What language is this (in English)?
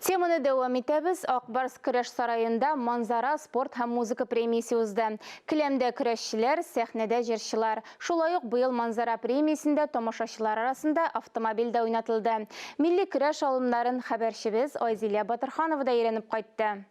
Tatar